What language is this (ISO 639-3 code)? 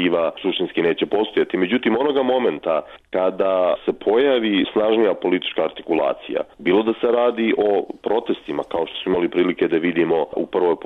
srp